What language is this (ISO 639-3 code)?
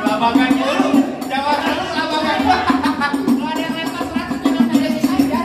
bew